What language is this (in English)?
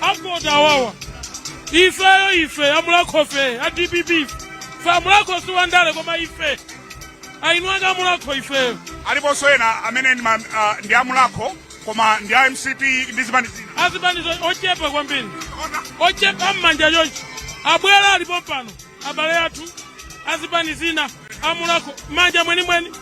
Nyanja